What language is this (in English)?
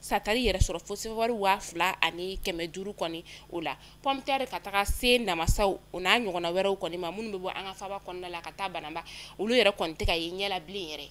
Bambara